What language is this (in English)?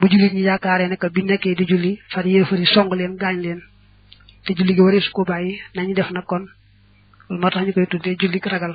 Wolof